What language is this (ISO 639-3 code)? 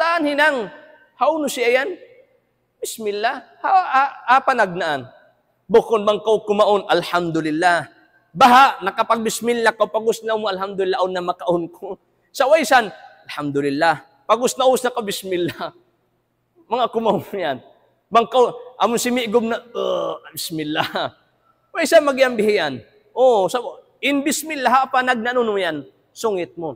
tsg